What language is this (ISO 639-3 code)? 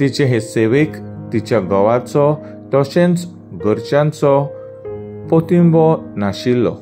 kok